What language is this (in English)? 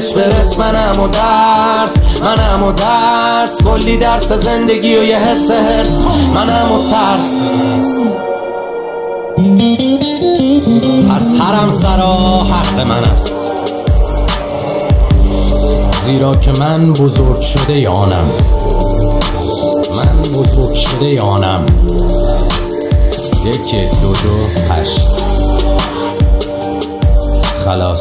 Persian